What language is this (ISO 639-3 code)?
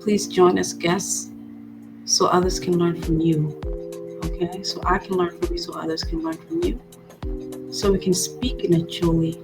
ach